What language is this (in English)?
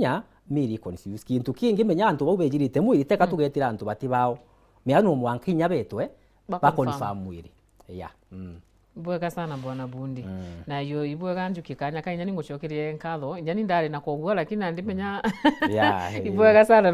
Meru